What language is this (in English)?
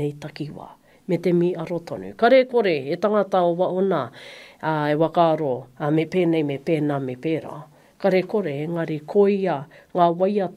Māori